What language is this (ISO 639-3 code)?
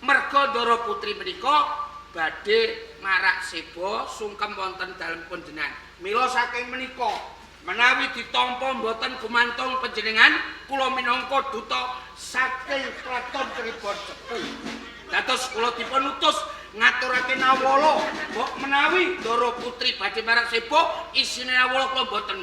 jav